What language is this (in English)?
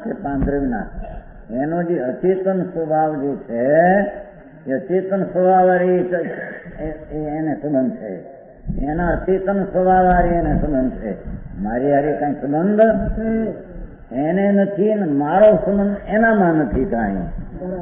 Gujarati